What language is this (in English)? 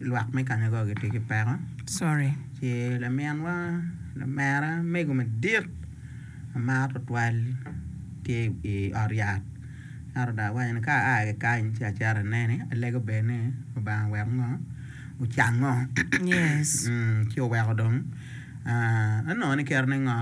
Acoli